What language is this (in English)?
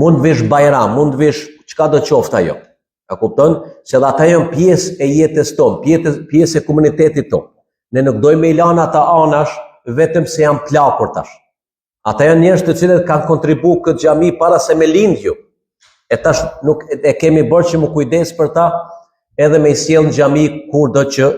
Albanian